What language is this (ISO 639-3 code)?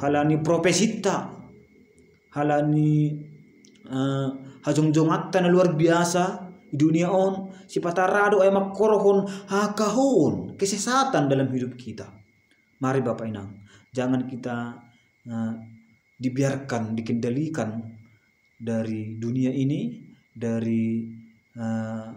bts